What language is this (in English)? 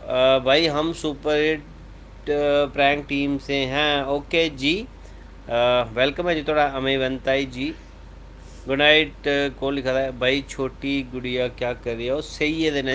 Dogri